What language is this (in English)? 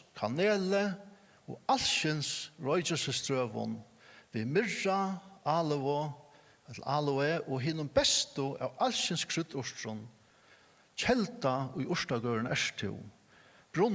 Faroese